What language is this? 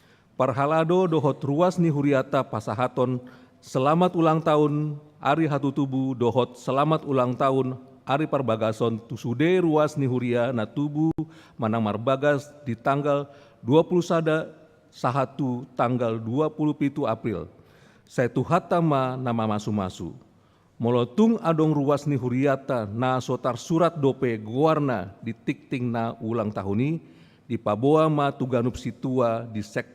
Batak Toba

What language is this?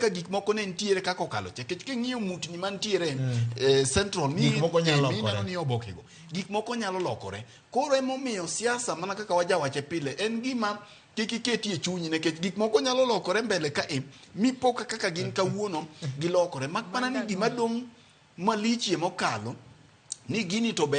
Luo (Kenya and Tanzania)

